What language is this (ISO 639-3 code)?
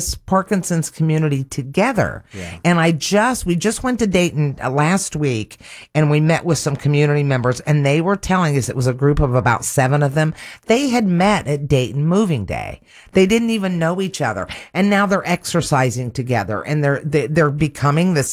eng